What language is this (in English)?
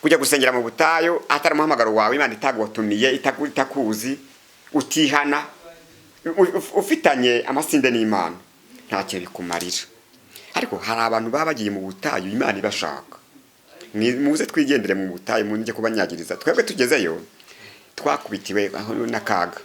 Kinyarwanda